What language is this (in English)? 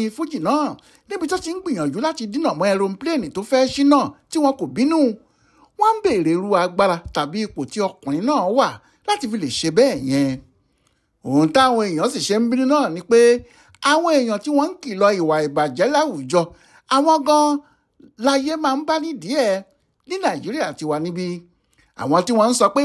Yoruba